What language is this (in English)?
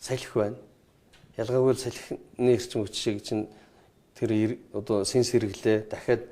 Mongolian